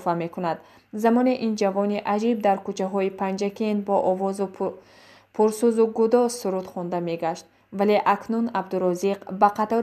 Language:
Tajik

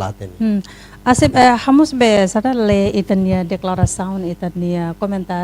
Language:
Tetum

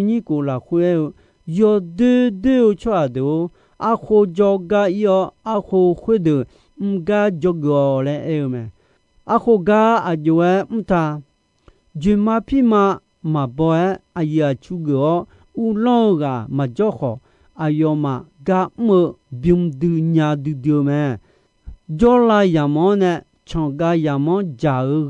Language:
Akha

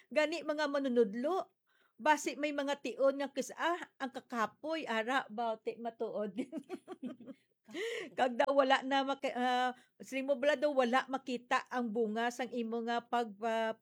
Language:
Hiligaynon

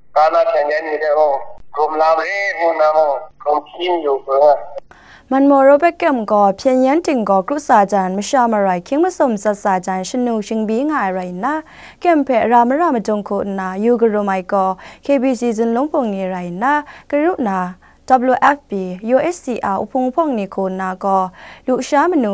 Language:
Kachin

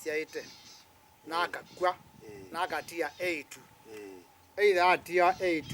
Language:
Kamba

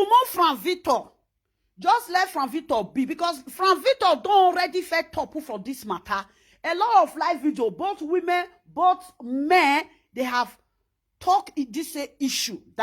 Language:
Nigerian Pidgin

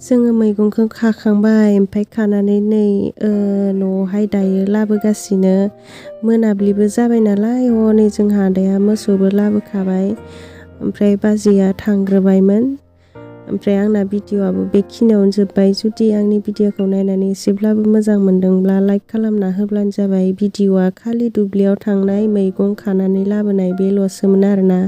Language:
Bodo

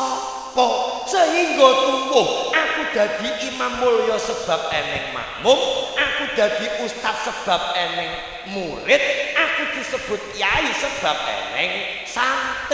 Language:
Javanese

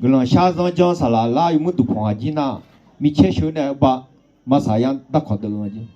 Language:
Akha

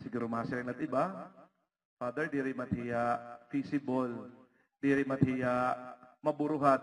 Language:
Waray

